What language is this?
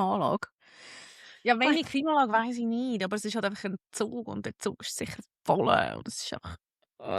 Swiss German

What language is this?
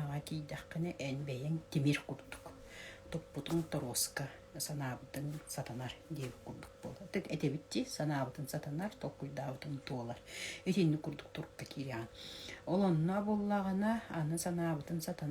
Yakut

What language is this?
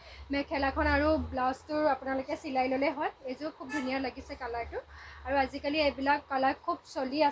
Assamese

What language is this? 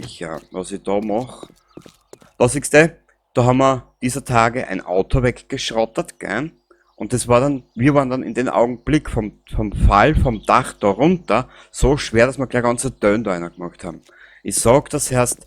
Bavarian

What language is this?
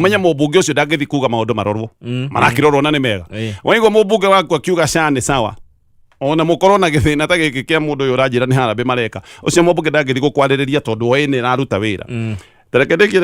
Kikuyu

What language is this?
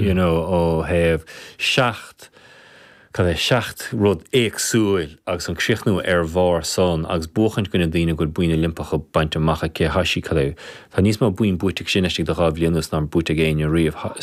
Irish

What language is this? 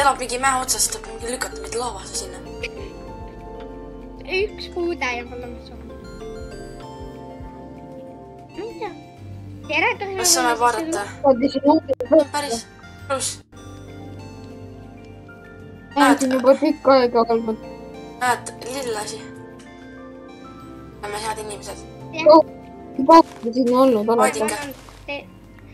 Estonian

